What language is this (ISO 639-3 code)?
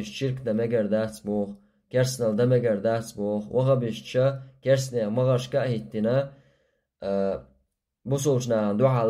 che